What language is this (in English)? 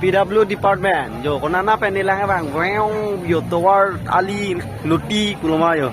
Karbi